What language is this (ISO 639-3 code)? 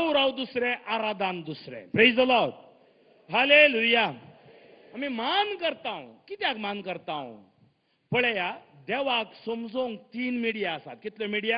kok